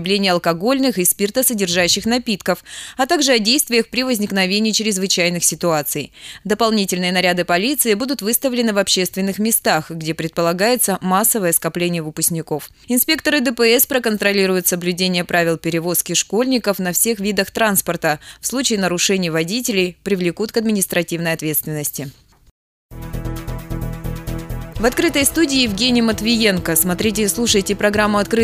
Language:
Russian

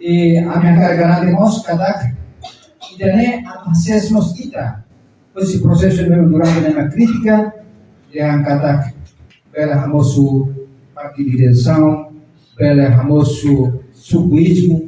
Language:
Tetum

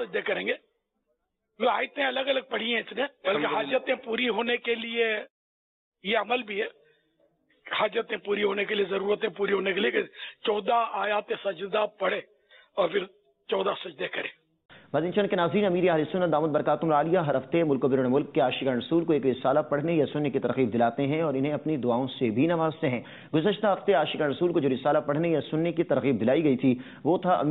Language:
Urdu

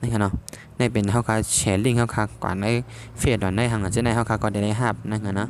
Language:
Shan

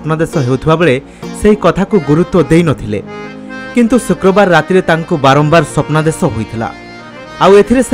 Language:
Odia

